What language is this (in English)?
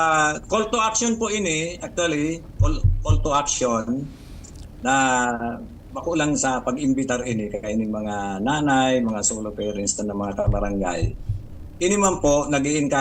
Bikol